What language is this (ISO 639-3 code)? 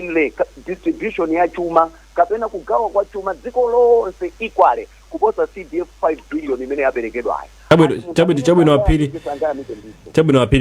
nya